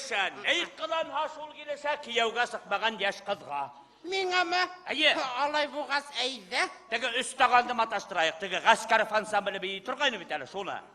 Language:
Bashkir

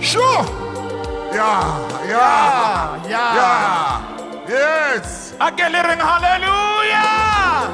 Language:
Southern Sotho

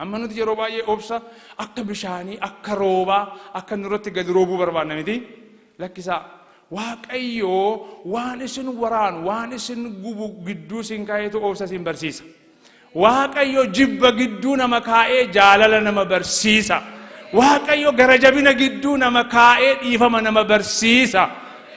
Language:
Oromo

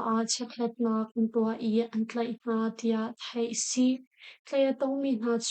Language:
Hakha Chin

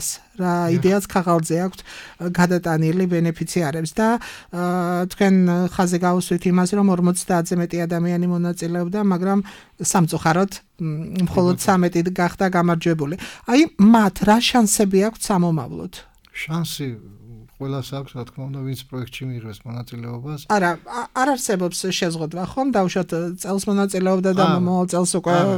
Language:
Georgian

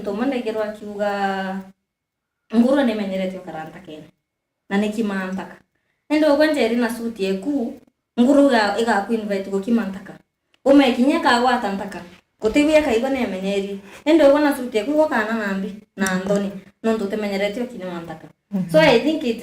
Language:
Meru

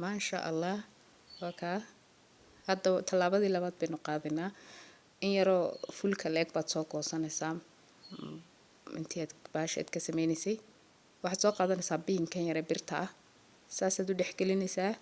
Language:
Somali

